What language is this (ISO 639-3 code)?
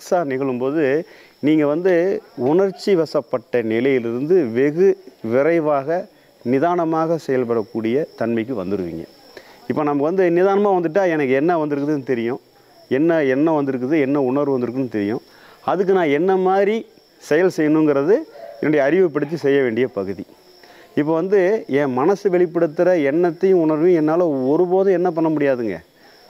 tam